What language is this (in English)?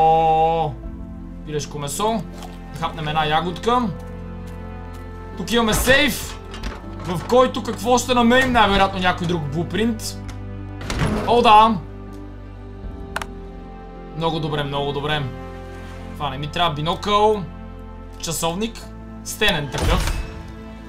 Bulgarian